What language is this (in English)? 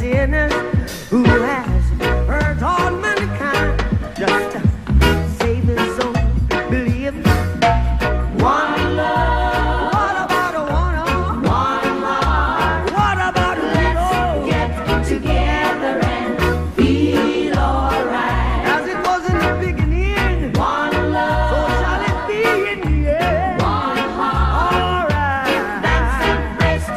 English